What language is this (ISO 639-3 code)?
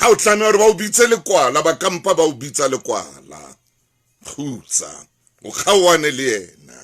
sot